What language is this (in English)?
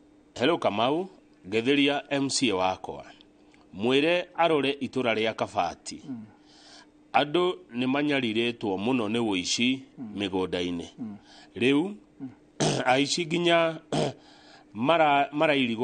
Kikuyu